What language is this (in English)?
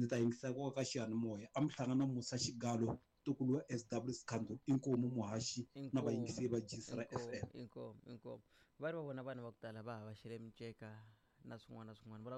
Tsonga